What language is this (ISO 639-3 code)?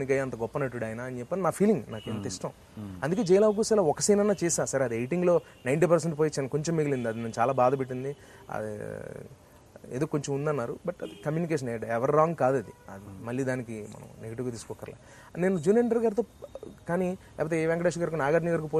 tel